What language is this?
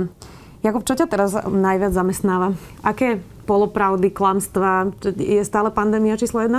Slovak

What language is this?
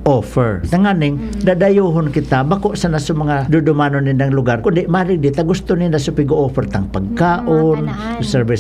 Bikol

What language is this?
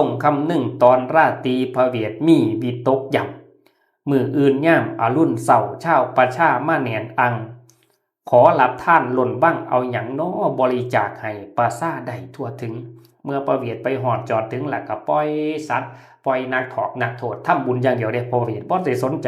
Northeastern Thai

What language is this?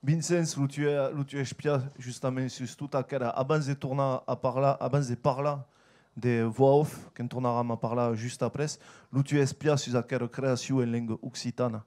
Occitan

